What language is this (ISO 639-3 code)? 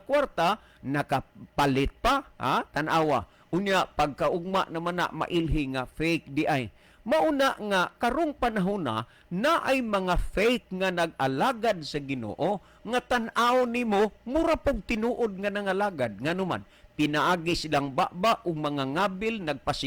ceb